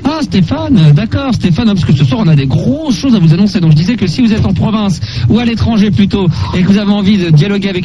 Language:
French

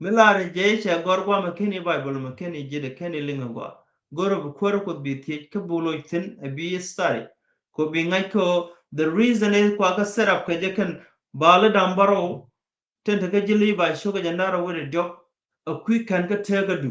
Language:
Nuer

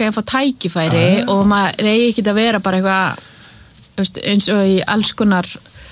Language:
Icelandic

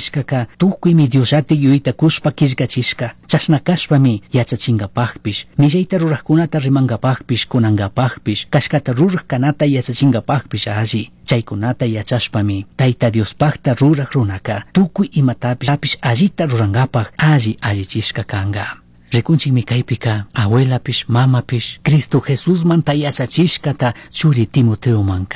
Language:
Chimborazo Highland Quichua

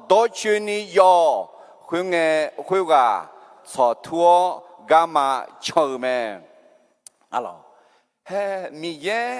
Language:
Akha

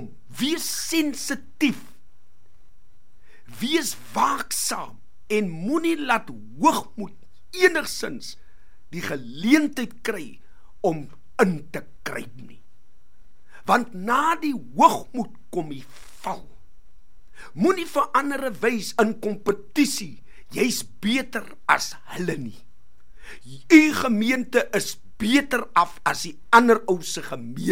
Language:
Afrikaans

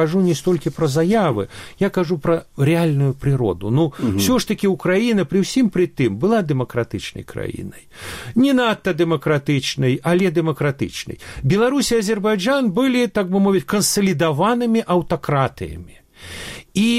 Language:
Belarusian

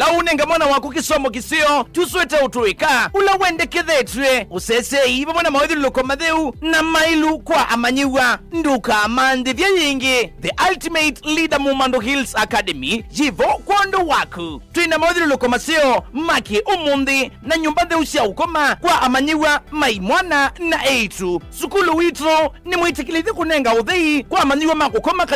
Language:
Kamba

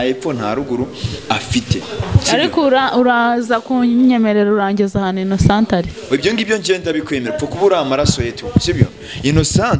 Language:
Kinyarwanda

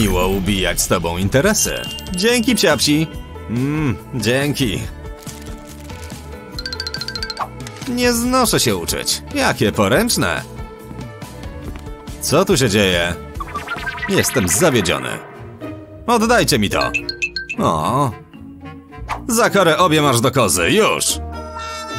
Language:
Polish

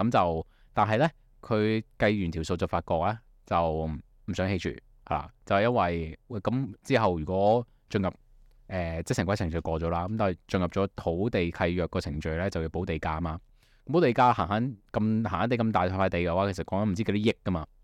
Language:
Cantonese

